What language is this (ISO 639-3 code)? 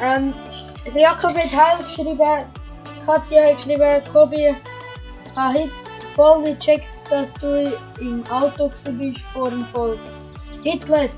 gsw